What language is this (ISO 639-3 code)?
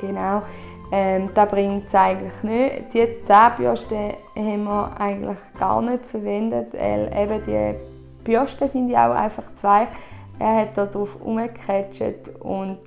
gsw